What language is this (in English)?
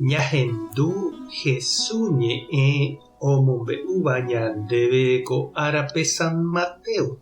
Guarani